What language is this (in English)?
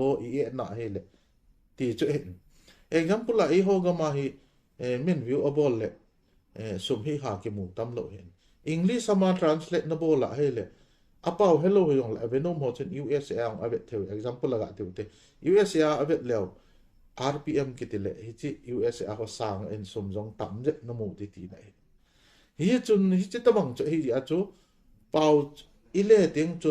Thado Chin